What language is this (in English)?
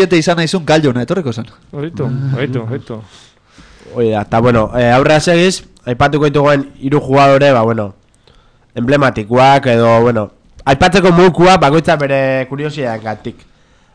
Basque